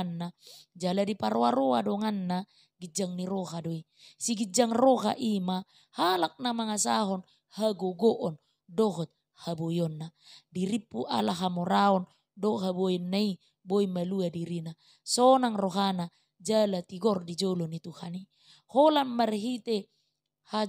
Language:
Batak Toba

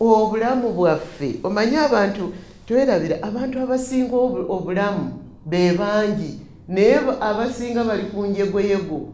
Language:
Ganda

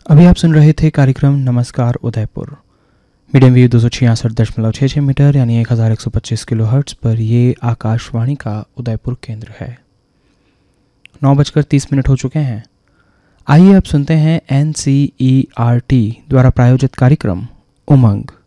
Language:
Hindi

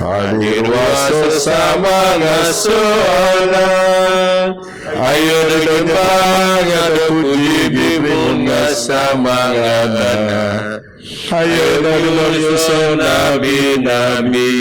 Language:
Biatah Bidayuh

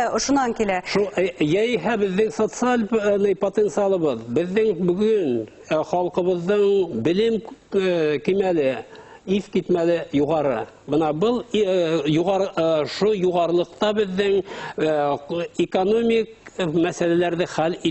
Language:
Bashkir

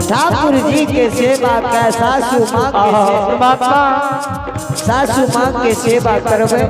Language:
Angika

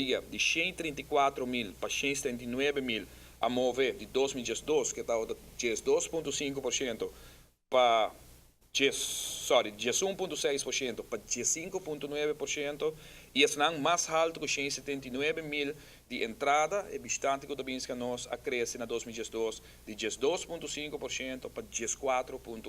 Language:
Papiamento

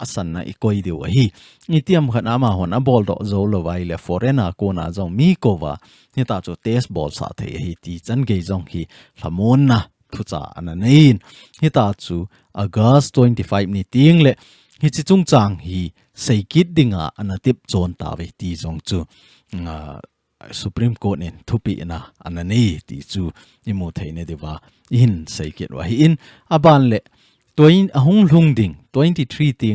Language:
Thado Chin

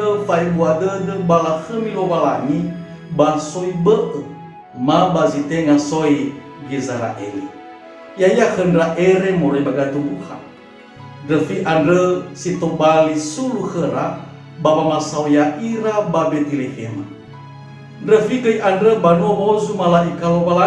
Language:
Nias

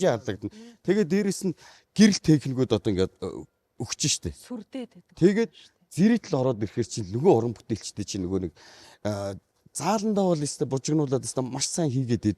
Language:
Mongolian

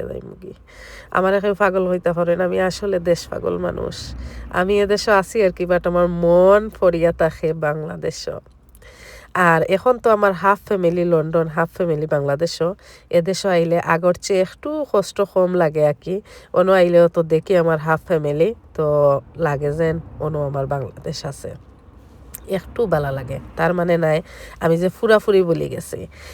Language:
Sylheti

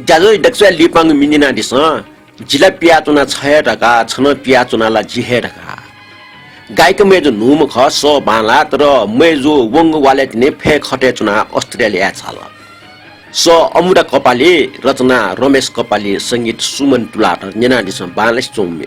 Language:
Newari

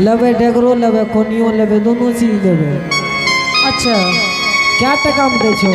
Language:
Angika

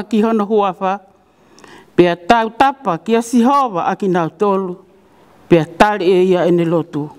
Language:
Tongan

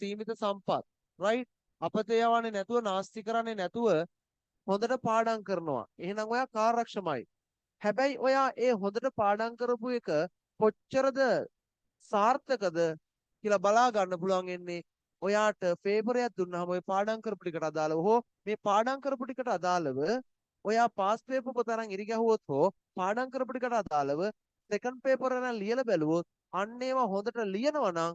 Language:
Sinhala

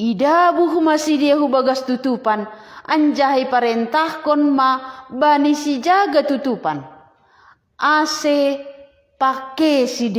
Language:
Batak Simalungun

